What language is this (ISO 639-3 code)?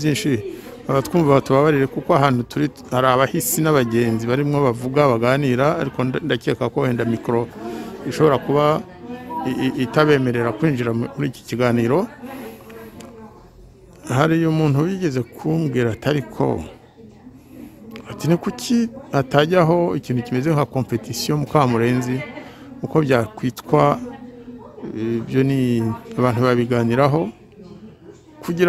kin